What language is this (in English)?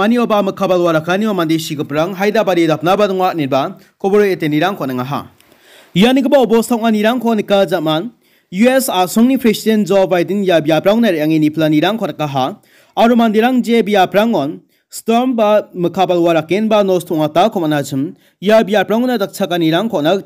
Garo